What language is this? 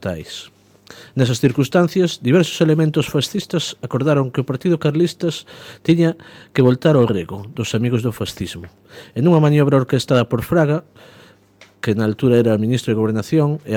Galician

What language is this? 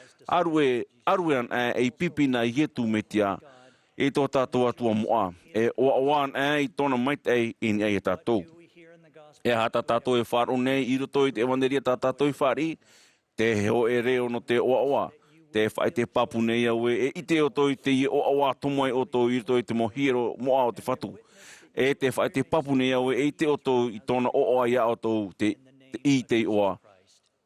Tahitian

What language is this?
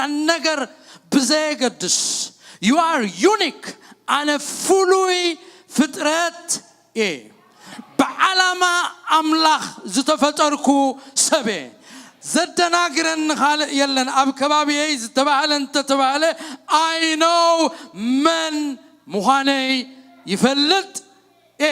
Tigrinya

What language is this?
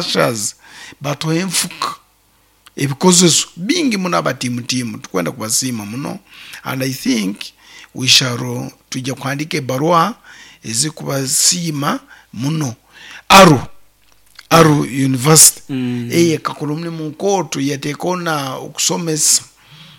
Nyoro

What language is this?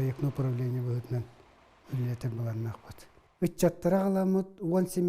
Yakut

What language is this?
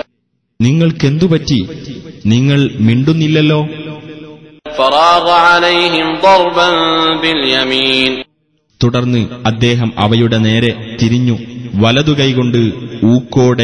Malayalam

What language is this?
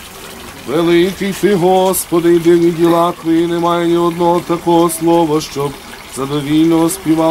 Ukrainian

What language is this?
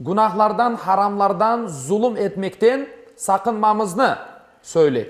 Crimean Tatar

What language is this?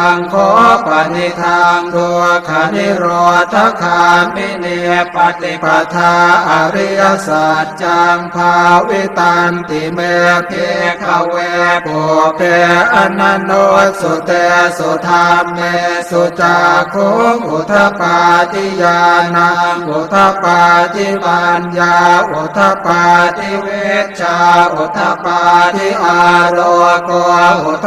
Pali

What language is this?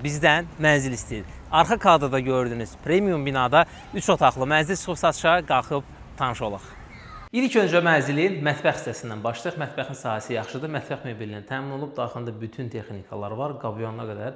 Azerbaijani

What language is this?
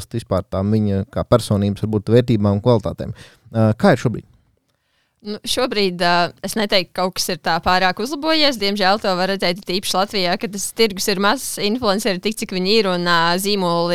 Latvian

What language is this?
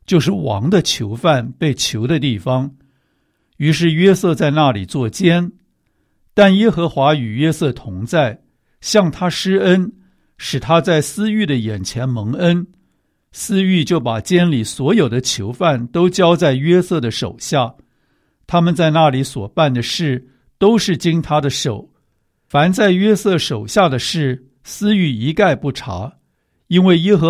Chinese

